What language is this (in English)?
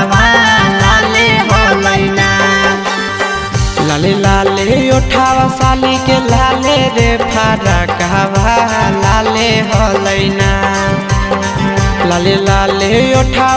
Bhojpuri